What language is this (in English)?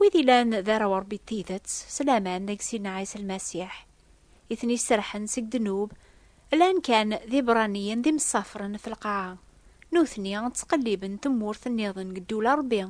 Kabyle